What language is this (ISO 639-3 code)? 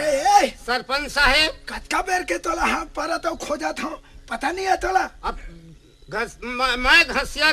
hne